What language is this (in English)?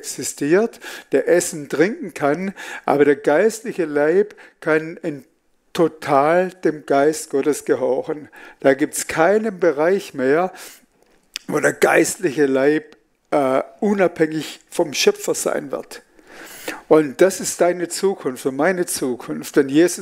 Swiss German